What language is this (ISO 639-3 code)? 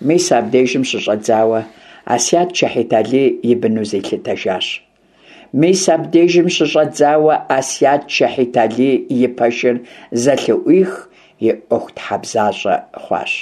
kbd